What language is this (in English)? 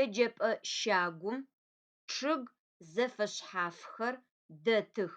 Adyghe